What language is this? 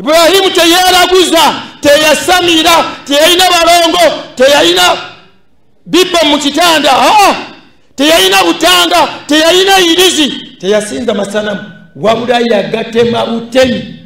Ganda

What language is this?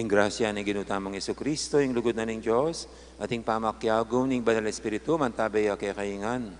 Pampanga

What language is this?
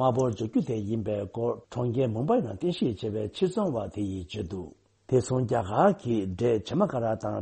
Tibetan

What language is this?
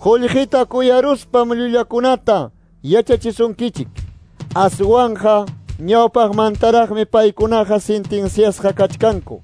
Quechua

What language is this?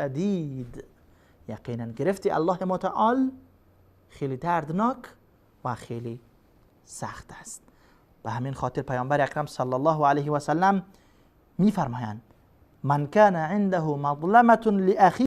Persian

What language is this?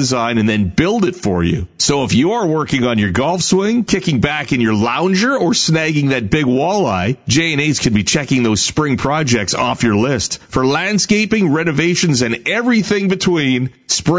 English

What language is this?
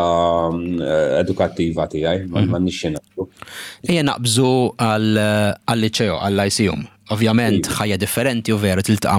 Maltese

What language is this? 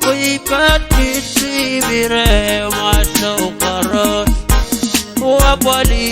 Pohnpeian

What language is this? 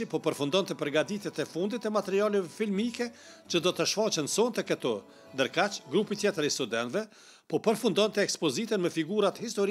Albanian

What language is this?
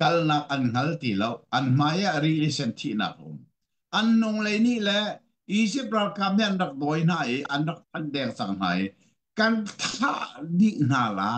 Hakha Chin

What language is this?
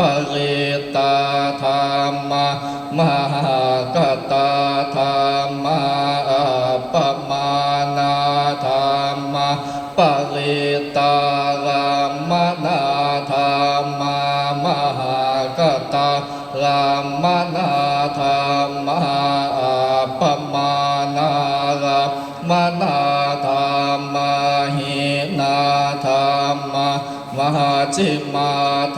Northeastern Thai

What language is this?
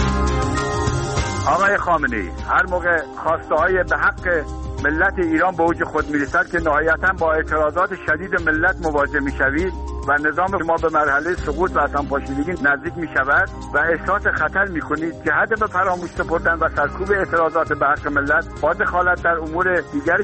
Persian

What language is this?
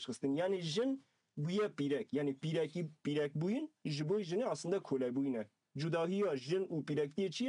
Kurdish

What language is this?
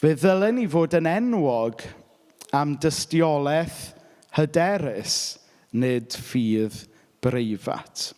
Welsh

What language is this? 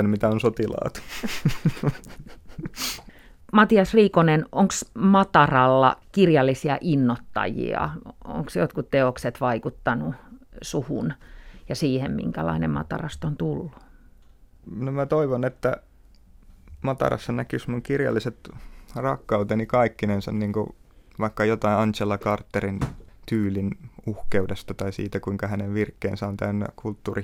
Finnish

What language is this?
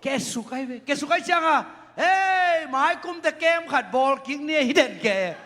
Tedim Chin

